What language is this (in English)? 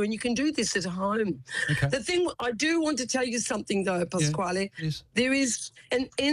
English